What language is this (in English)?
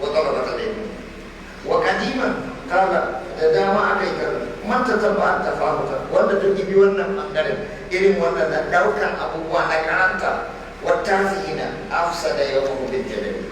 Hausa